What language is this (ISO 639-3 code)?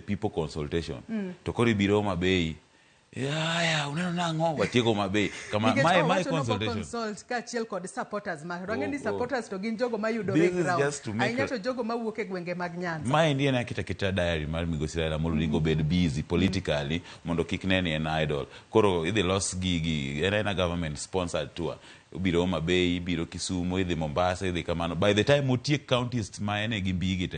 luo